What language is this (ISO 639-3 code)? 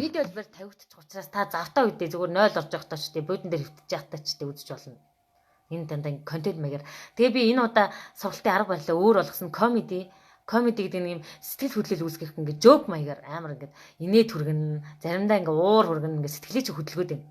mon